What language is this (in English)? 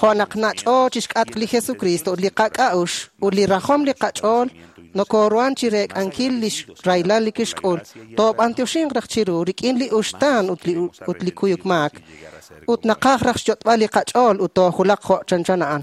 Kekchí